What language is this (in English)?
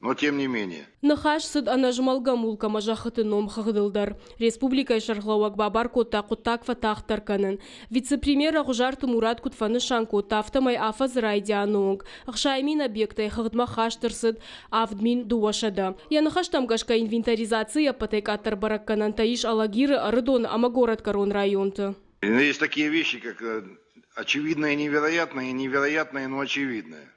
Ossetic